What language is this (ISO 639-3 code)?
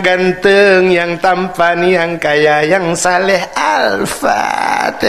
ace